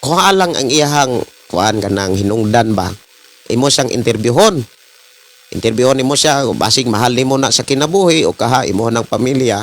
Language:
Cebuano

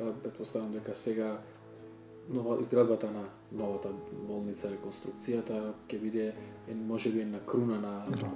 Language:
Macedonian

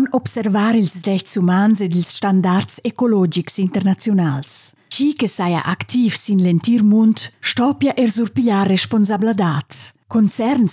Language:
Romansh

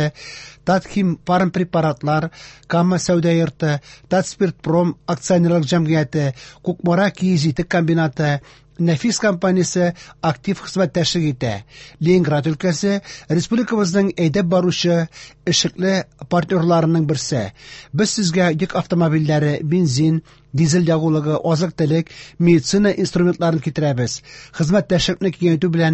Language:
Tatar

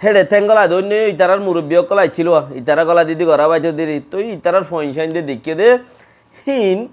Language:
Rohingya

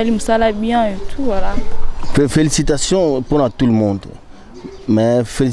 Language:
Lingala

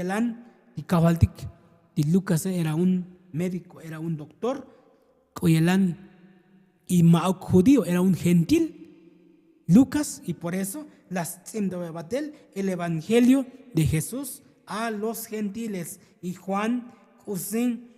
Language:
Tzotzil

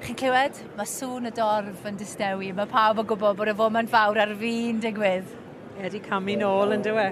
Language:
Welsh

